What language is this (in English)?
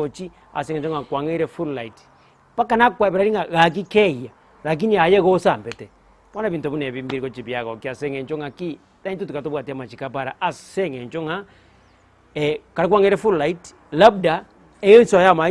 Gusii